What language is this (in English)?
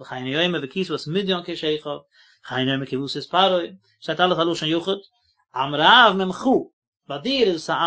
Yiddish